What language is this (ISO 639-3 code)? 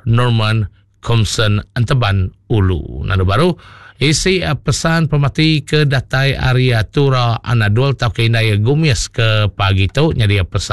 iba